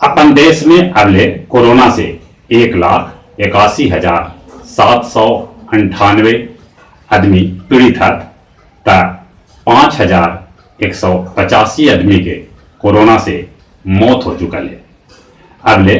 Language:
Magahi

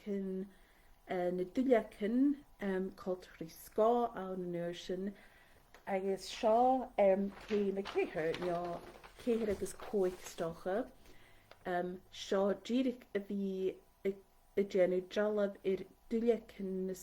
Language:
Scottish Gaelic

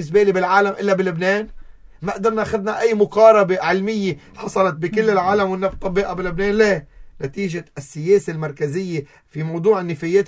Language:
North Levantine Arabic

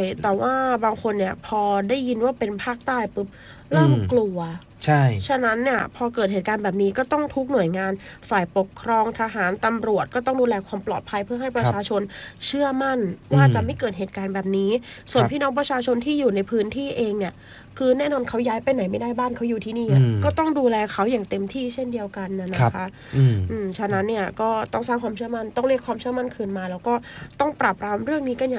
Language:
Thai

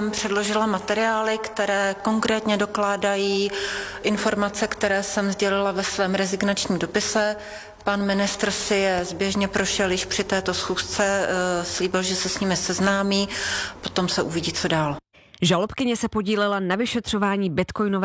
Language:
Czech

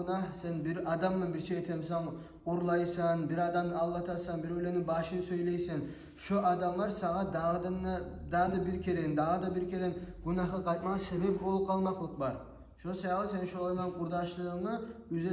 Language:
Kumyk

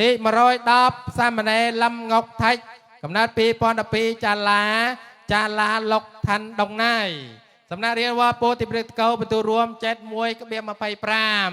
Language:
Khmer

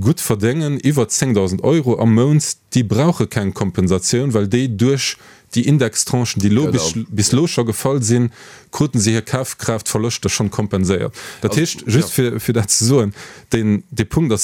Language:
Luxembourgish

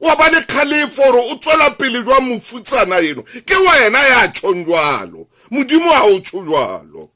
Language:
Southern Sotho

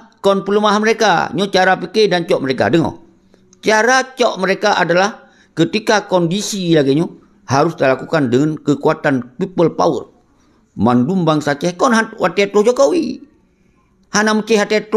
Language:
Achinese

